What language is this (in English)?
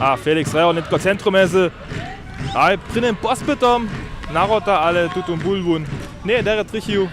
Upper Sorbian